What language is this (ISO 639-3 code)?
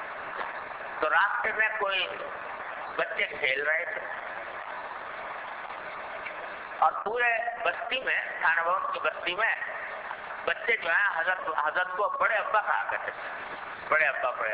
urd